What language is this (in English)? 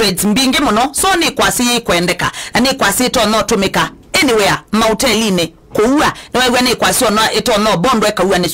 Kamba